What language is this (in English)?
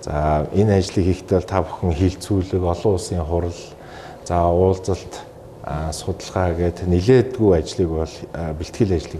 Mongolian